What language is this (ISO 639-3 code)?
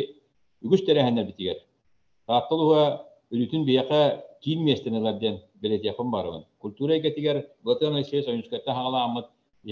sah